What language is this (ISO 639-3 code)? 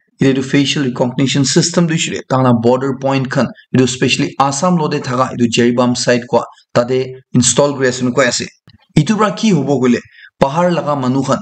nag